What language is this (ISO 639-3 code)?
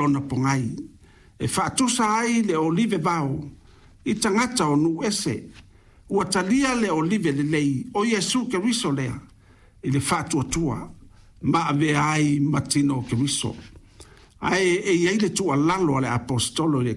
smo